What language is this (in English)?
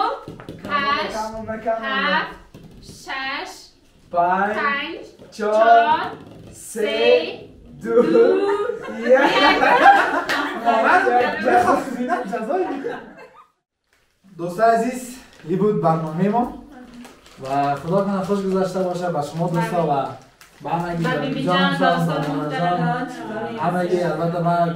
Persian